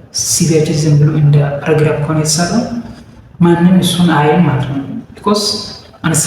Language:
Amharic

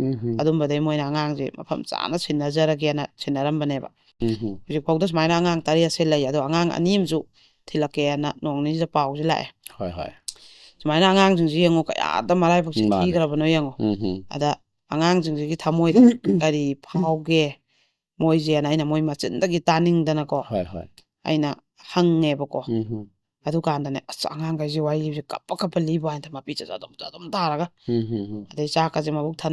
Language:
Manipuri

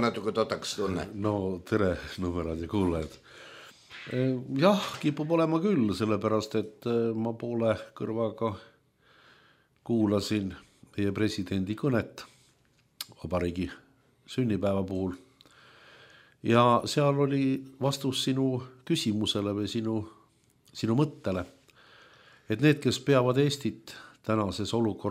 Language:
Estonian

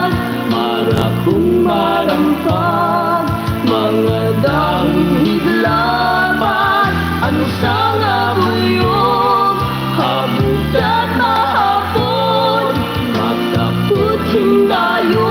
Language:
Waray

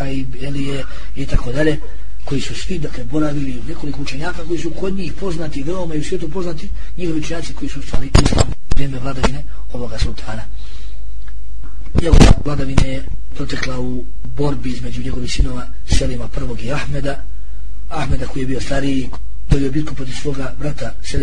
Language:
Bosnian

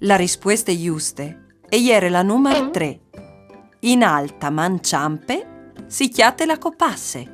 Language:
Friulian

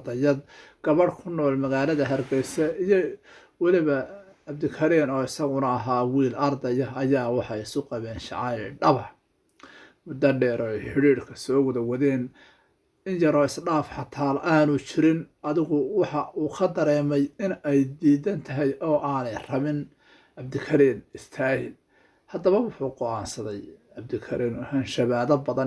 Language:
Somali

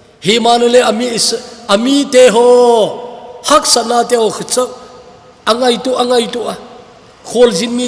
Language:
Thado Chin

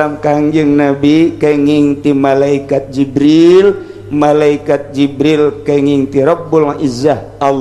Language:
Sundanese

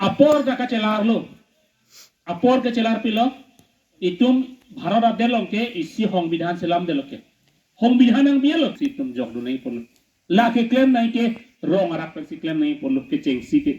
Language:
Karbi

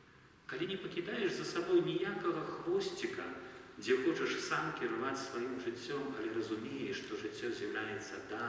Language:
Belarusian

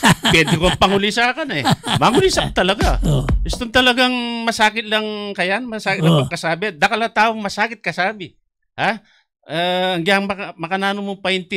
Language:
Filipino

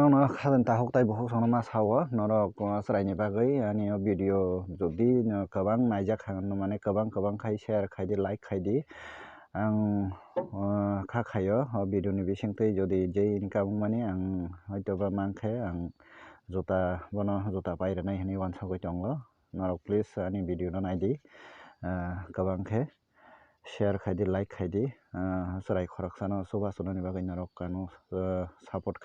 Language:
Kok Borok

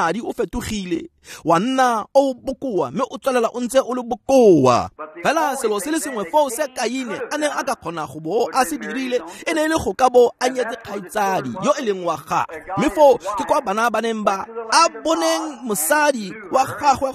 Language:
Tswana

